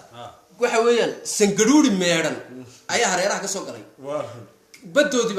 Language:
Somali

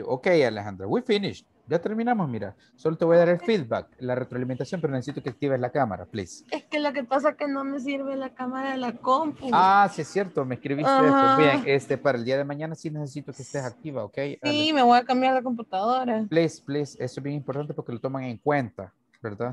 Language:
Spanish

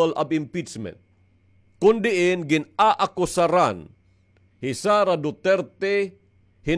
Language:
Waray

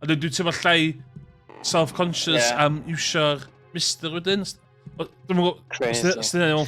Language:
Welsh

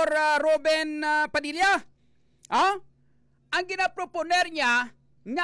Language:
Hiligaynon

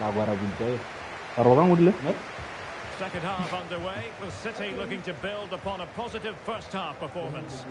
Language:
Tswana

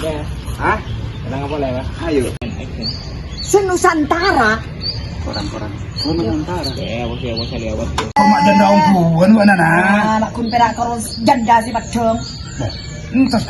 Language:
Madurese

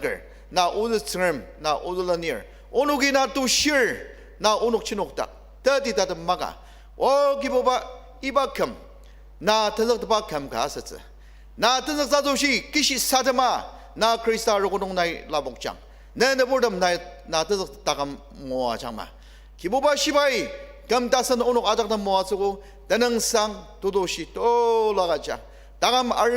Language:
Ao Naga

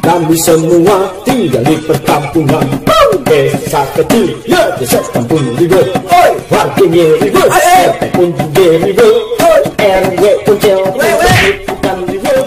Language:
Betawi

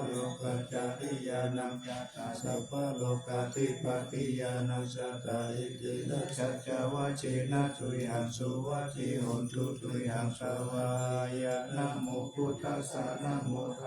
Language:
Pali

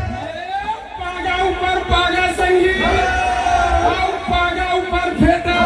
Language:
Chhattisgarhi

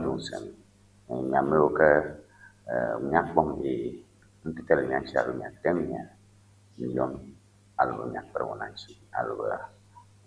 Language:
Ewe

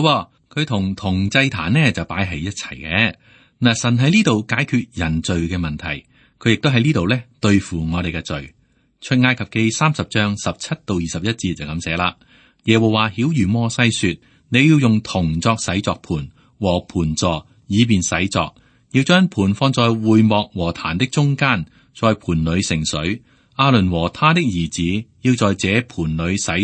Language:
Cantonese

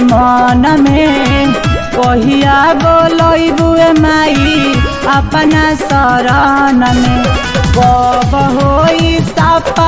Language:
Bhojpuri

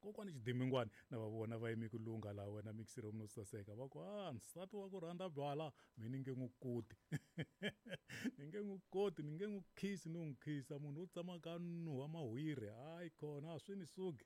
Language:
Tsonga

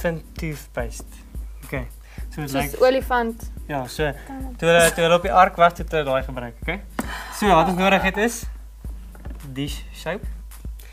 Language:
Afrikaans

